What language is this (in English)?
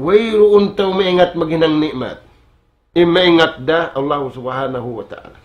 Tausug